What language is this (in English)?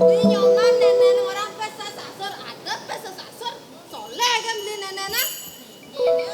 Balinese